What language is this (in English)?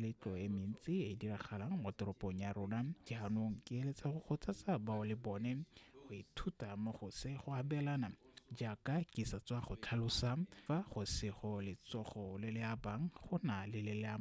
Tswana